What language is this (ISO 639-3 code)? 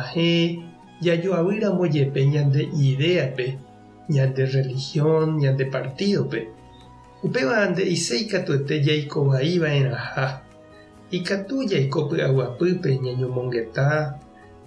grn